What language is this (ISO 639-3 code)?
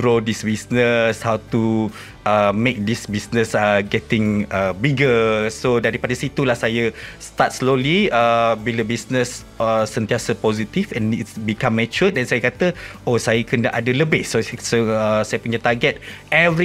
msa